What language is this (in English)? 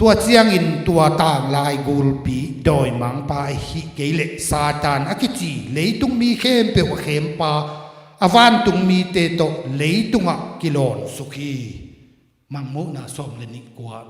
Tedim Chin